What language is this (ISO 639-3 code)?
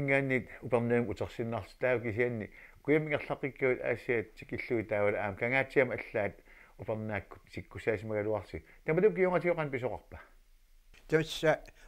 kal